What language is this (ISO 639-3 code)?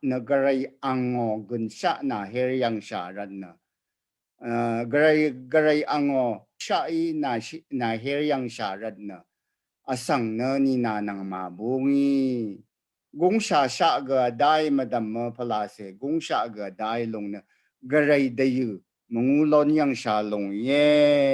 raw